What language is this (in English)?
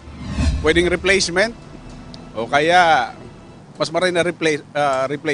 Bikol